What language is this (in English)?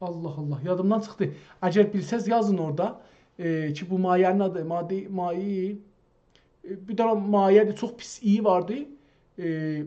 South Azerbaijani